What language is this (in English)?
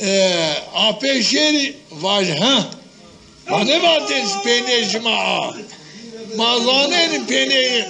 Zaza